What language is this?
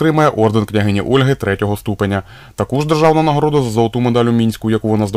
Ukrainian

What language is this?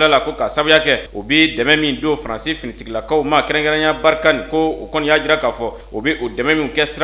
Bambara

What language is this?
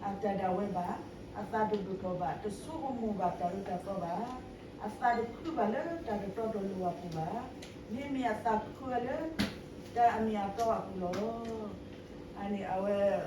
S'gaw Karen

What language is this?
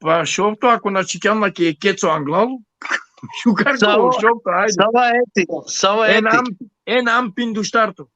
Balkan Romani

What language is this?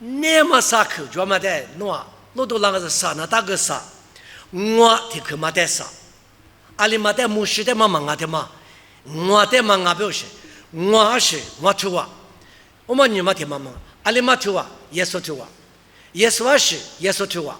Lisu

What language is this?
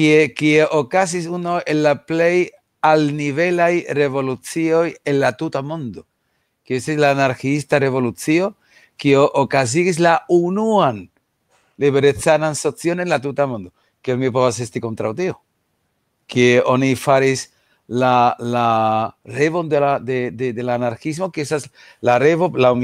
Esperanto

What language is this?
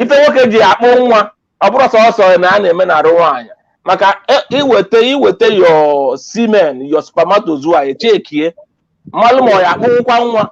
Igbo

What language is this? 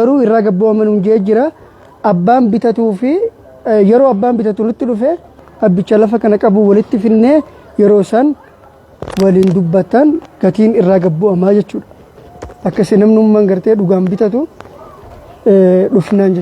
Oromo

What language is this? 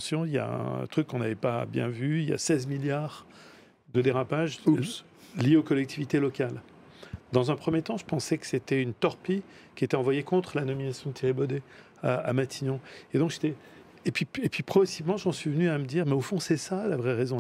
French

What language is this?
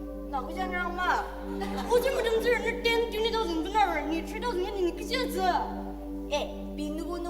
Ao Naga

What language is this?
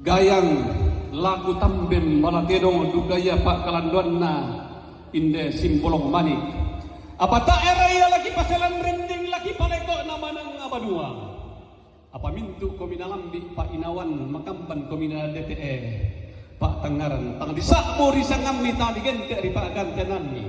Toraja-Sa'dan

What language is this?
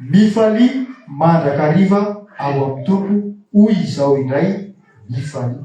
Malagasy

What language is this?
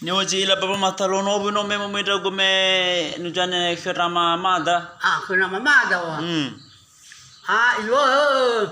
Nias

